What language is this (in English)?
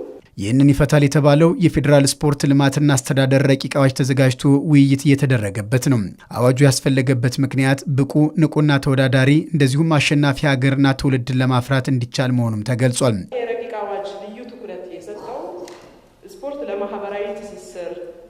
Amharic